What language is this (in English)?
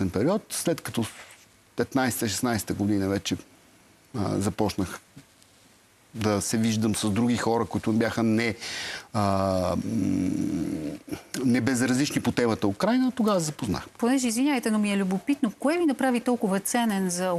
Bulgarian